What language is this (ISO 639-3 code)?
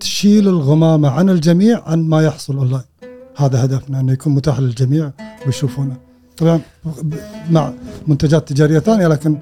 afb